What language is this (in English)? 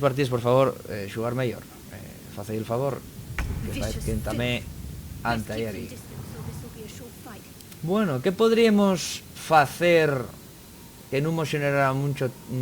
Asturian